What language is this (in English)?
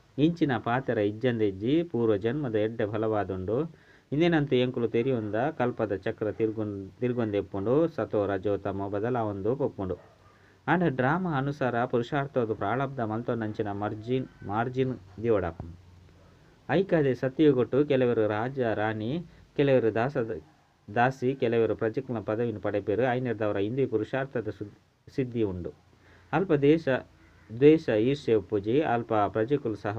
Tulu